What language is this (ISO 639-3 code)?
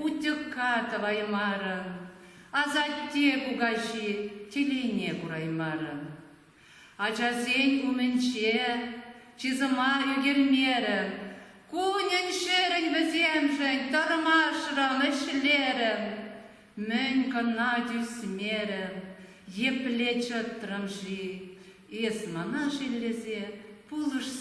chv